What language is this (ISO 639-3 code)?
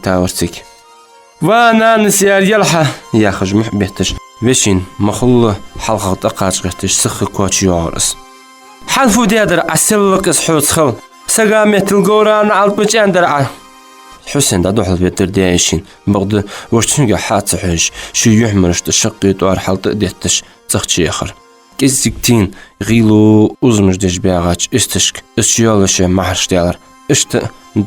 inh